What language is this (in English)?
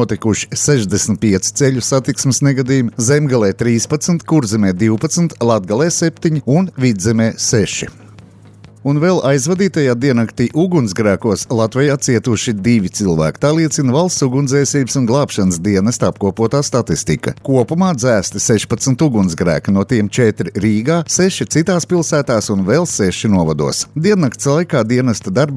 Latvian